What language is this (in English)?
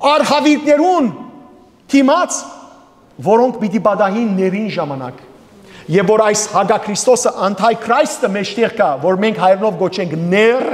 Western Armenian